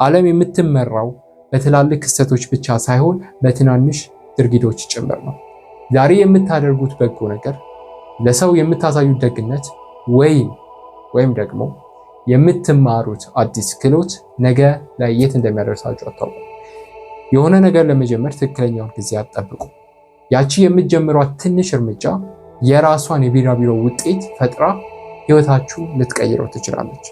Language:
Amharic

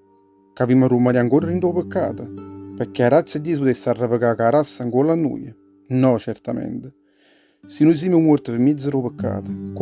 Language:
Neapolitan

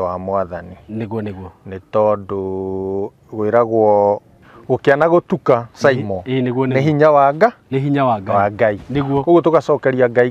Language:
Kikuyu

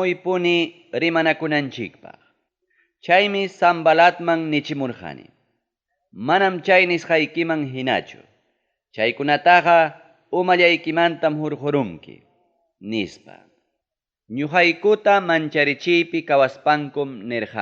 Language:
Ayacucho Quechua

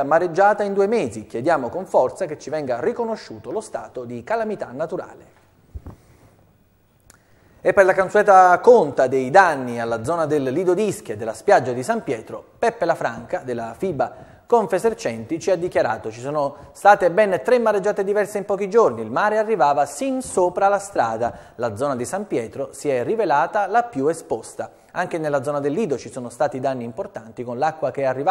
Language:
Italian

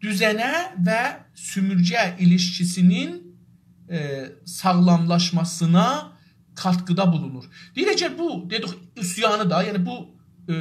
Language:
South Azerbaijani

